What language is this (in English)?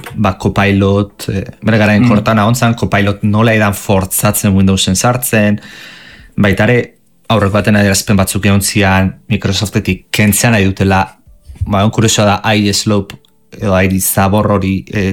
Basque